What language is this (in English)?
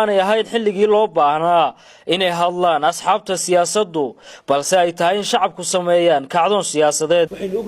Somali